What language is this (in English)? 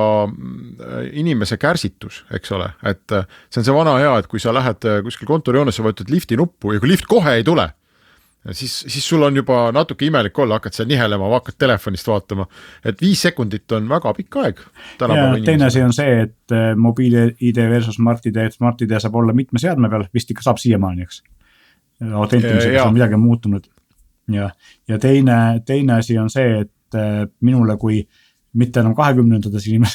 Estonian